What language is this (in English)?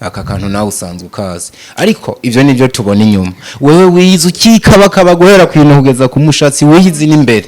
Rundi